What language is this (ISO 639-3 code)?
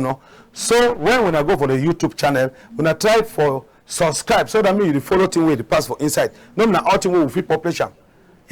wes